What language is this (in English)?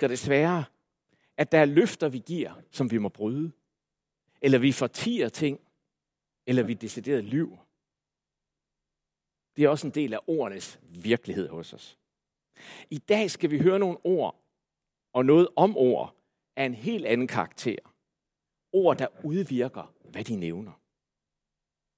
Danish